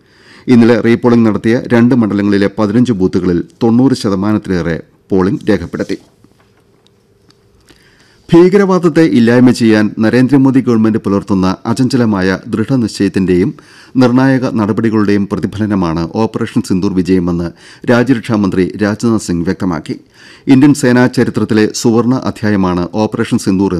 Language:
Malayalam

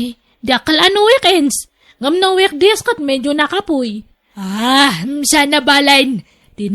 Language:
Iloko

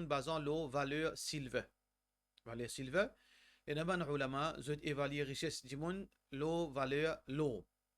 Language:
Morisyen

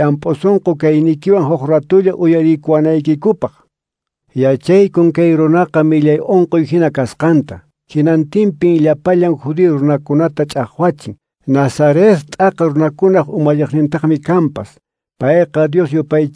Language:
Quechua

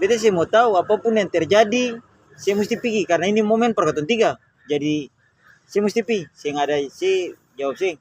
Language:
Ambonese Malay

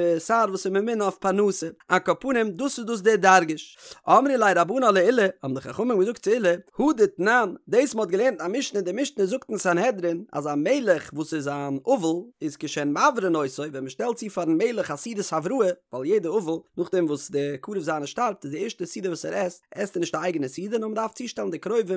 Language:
Yiddish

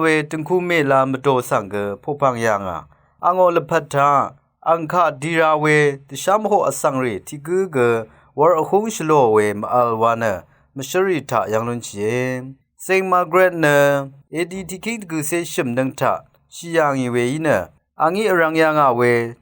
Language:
Rawang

